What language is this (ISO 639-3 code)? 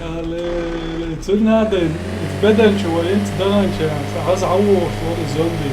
che